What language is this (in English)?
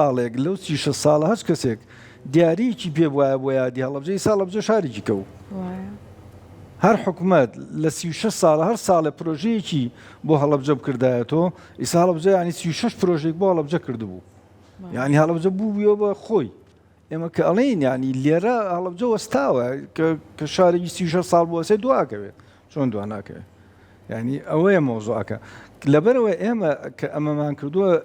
Central Kurdish